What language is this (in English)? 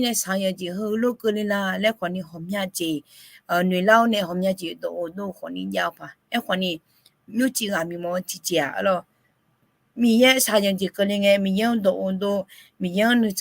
Akha